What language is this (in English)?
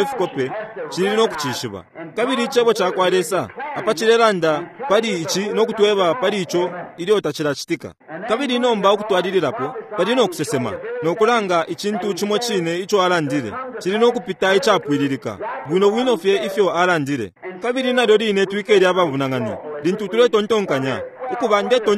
Bemba